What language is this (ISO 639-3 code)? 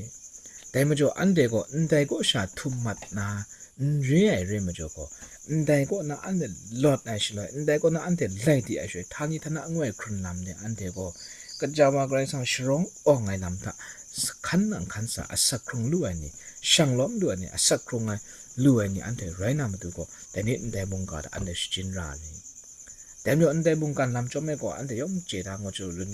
kac